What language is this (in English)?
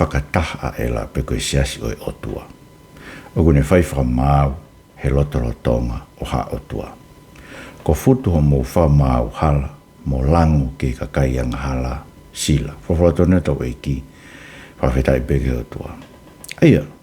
Tongan